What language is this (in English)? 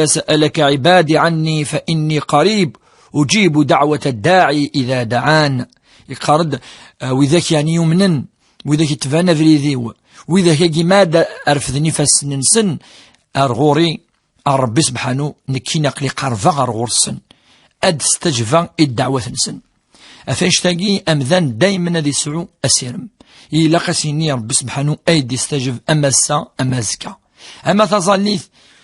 Kabyle